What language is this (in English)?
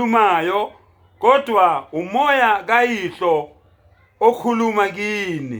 Zulu